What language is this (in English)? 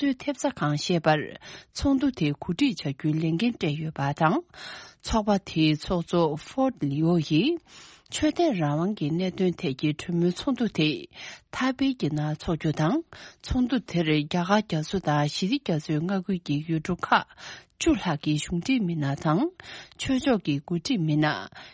Tibetan